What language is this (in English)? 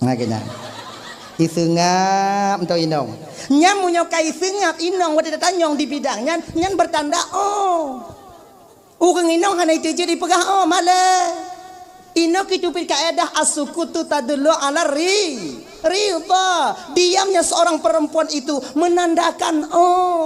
Achinese